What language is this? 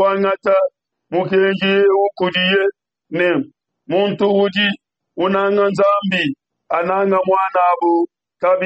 Luba-Lulua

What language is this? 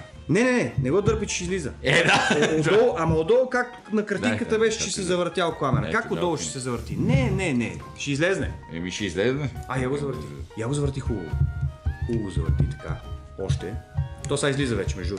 Bulgarian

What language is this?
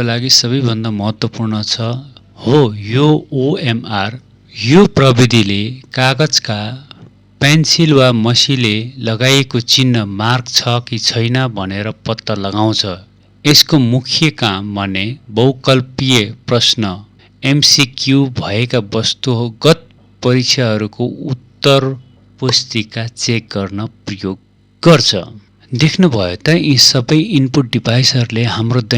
Nepali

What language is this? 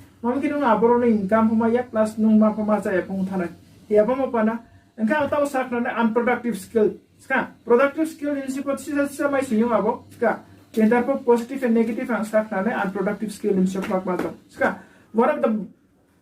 Riang (India)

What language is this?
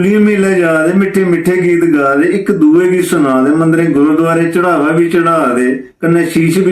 Dogri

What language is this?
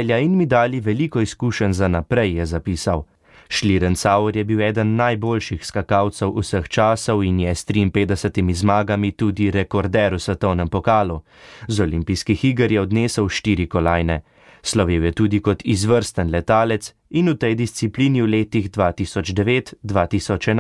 Slovenian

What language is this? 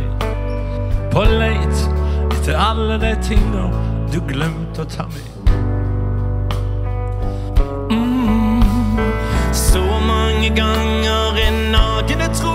Norwegian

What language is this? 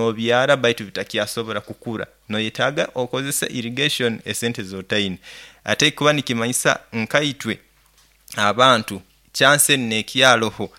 Nyoro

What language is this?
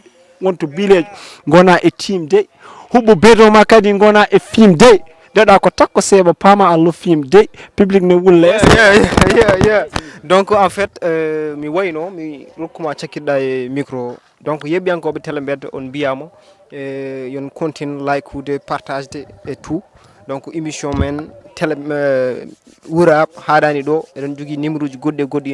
Fula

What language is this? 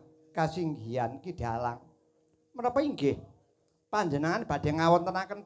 Javanese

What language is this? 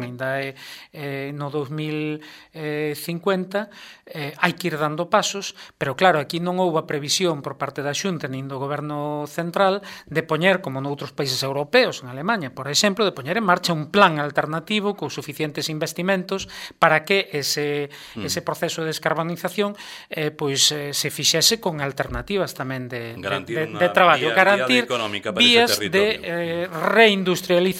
Galician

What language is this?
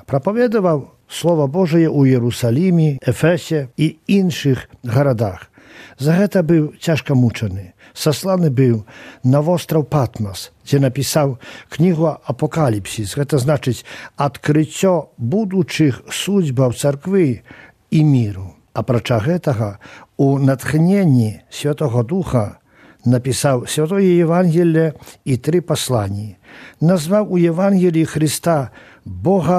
Belarusian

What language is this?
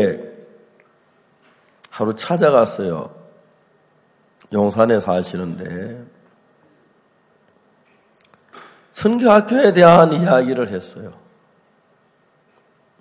Korean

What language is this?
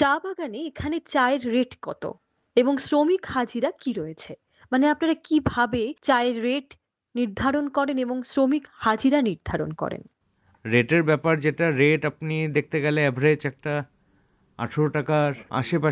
Bangla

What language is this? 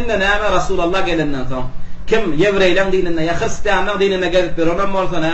Turkmen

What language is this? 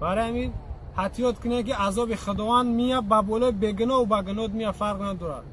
Tajik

